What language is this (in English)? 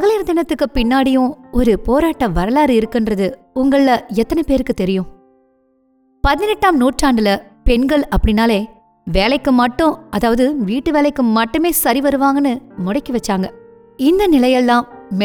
Tamil